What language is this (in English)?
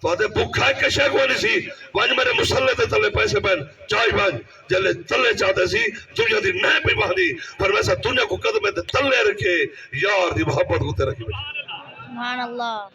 Saraiki